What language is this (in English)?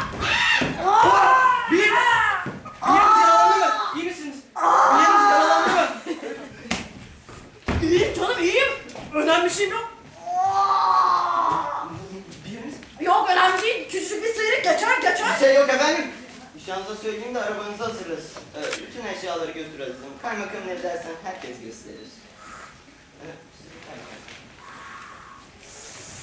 Turkish